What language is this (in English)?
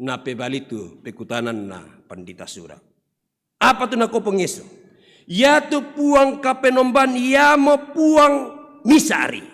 Toraja-Sa'dan